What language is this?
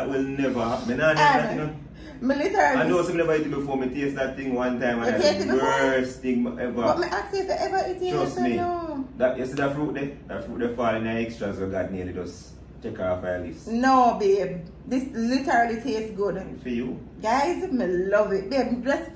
Jamaican Creole English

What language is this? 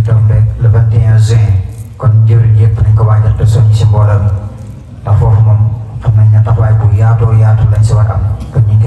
Wolof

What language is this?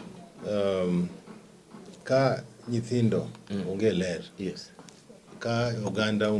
Luo (Kenya and Tanzania)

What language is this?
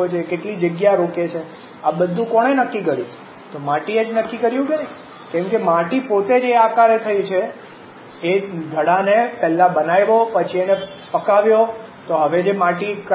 Gujarati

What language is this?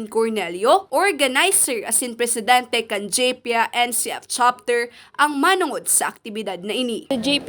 Bikol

